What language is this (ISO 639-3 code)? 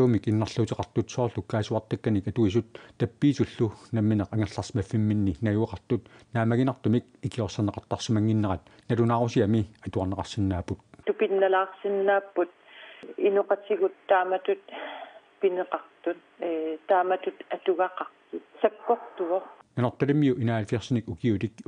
kal